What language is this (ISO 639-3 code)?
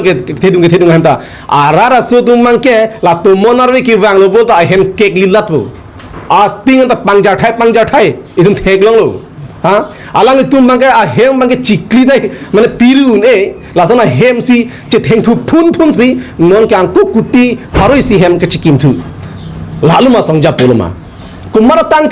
mjw